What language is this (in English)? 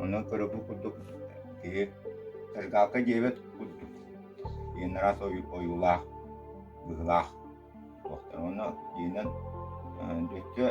Yakut